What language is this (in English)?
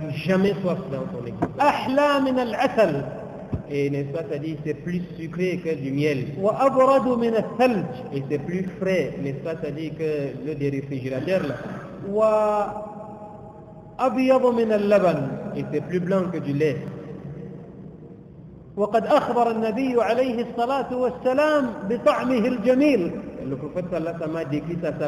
French